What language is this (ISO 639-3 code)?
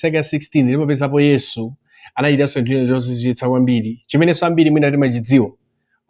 nya